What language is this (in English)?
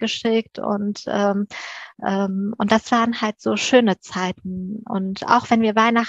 German